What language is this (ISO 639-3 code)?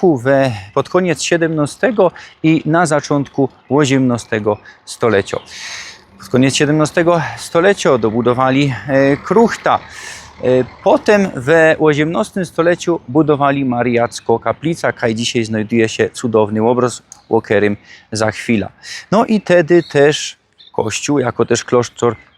szl